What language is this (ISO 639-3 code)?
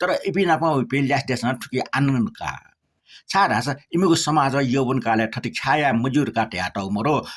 new